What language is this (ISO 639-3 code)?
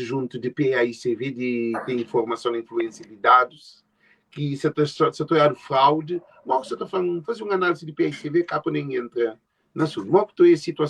kea